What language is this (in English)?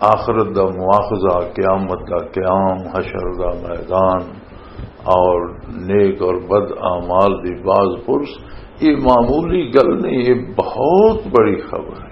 Western Panjabi